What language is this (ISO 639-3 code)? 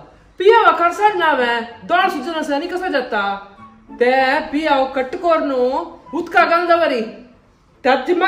kok